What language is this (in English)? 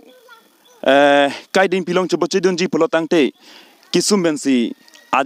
Karbi